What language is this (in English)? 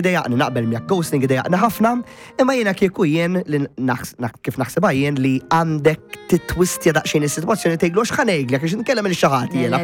Maltese